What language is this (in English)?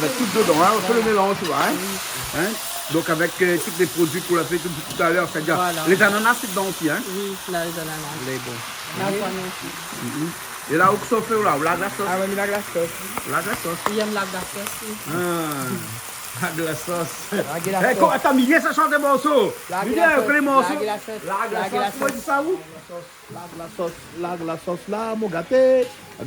Réunion Creole French